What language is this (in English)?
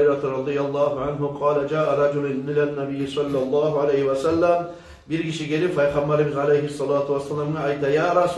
Kumyk